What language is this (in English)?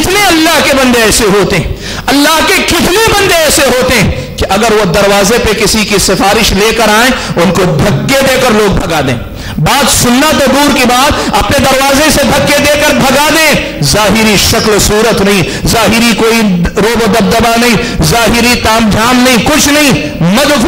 Urdu